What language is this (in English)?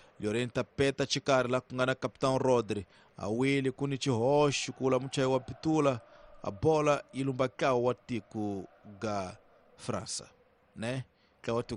Tsonga